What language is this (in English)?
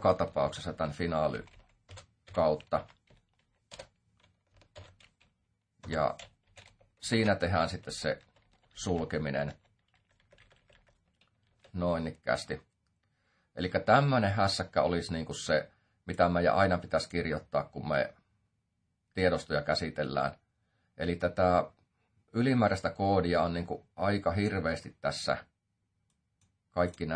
Finnish